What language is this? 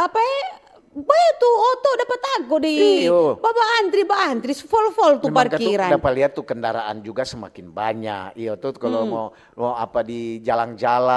Manado Malay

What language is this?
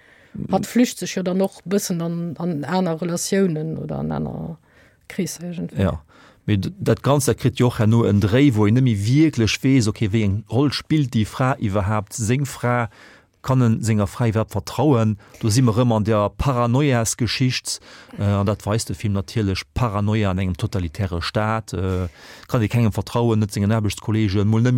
Luxembourgish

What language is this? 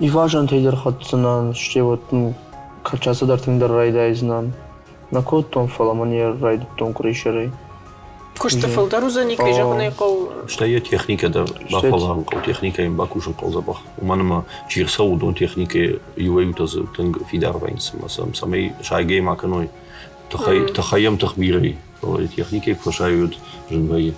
Ossetic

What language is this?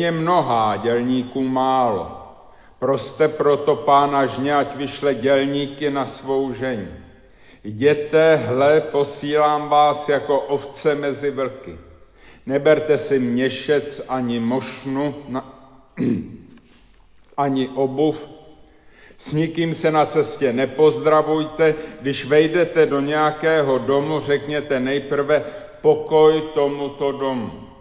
Czech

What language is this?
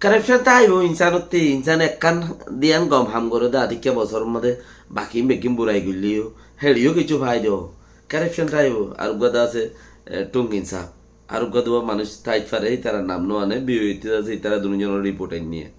Rohingya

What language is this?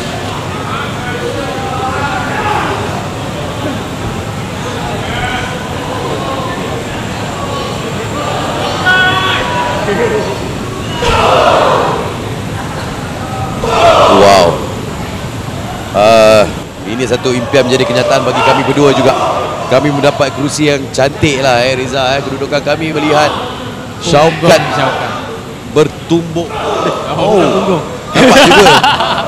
Malay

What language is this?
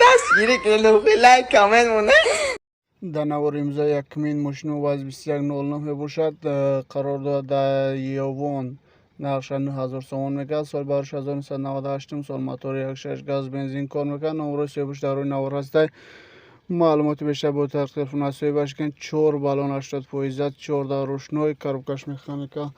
Tajik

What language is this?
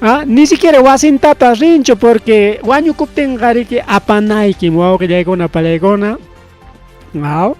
Ayacucho Quechua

